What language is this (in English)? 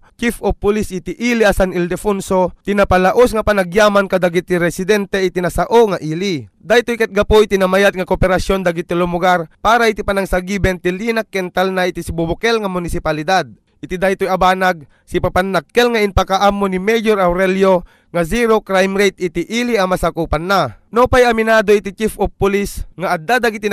Iloko